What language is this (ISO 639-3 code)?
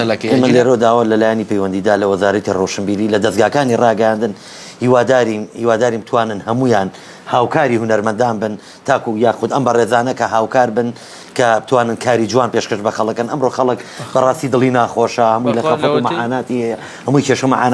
ckb